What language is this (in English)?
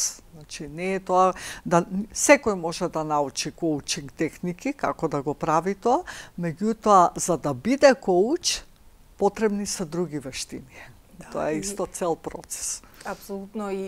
Macedonian